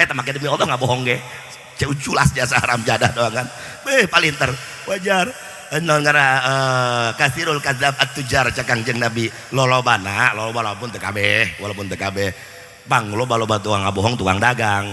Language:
Sundanese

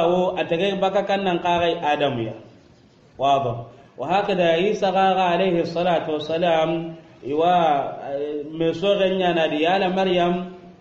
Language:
Soninke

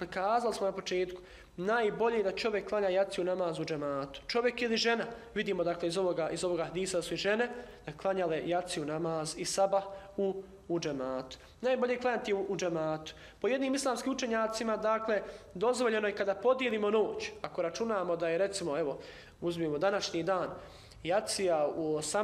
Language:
Bosnian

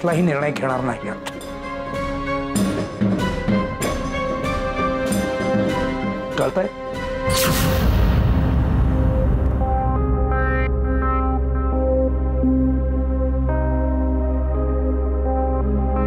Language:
Marathi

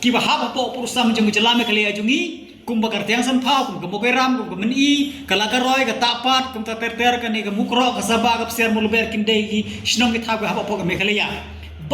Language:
Khasi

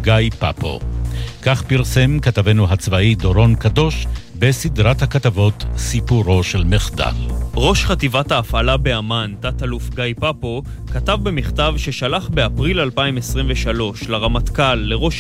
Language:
Hebrew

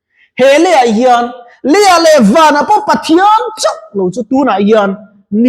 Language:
Mizo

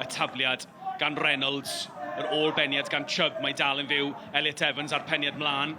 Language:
Welsh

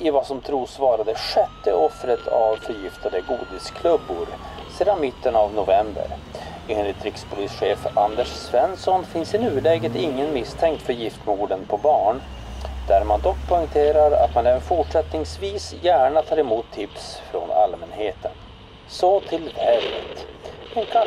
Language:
Swedish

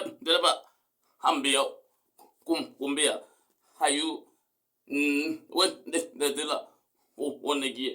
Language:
Kamba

